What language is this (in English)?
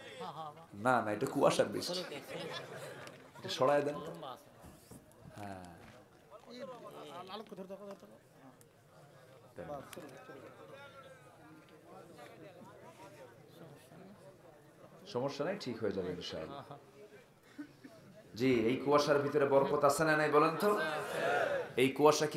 Bangla